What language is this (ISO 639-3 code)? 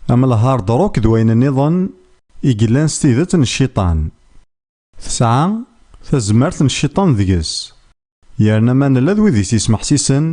kab